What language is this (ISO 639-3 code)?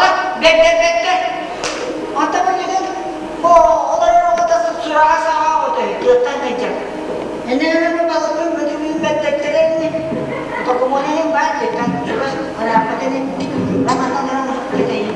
sah